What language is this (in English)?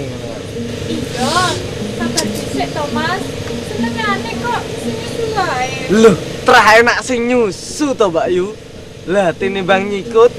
Javanese